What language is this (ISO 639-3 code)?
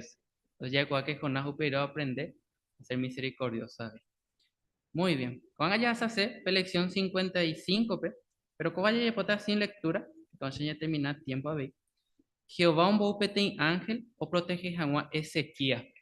grn